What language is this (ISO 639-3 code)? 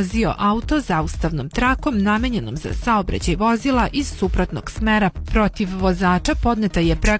srp